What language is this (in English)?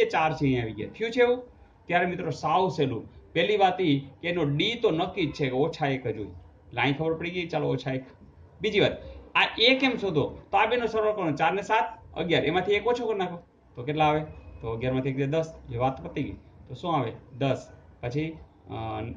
Gujarati